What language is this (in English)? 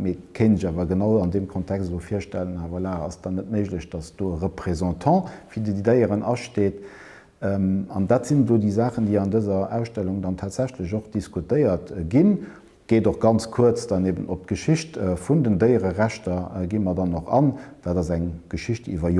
Luxembourgish